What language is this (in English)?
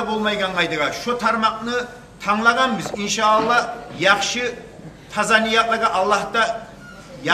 Kumyk